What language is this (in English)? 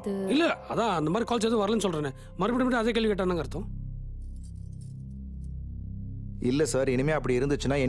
Tamil